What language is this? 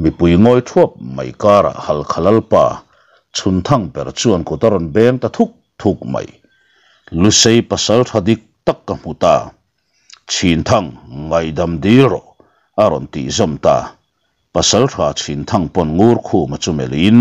Mizo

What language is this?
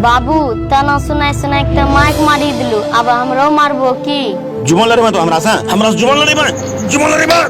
Angika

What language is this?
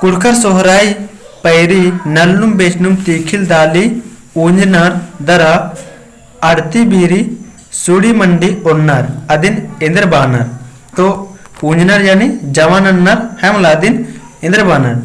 Kurukh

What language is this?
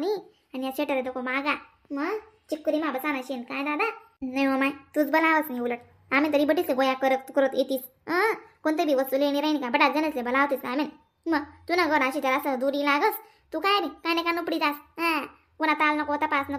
Khandesi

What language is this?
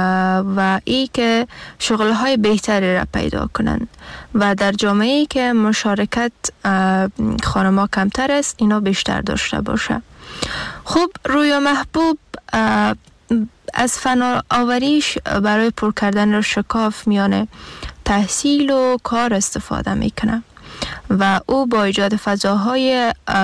Persian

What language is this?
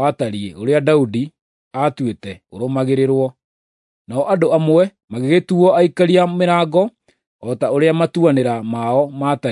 Kikuyu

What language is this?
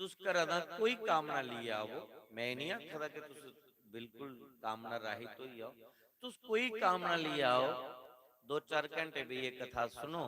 Dogri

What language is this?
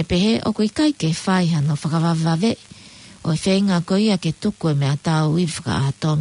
Tongan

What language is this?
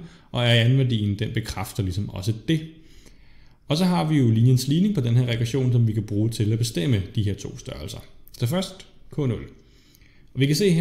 Danish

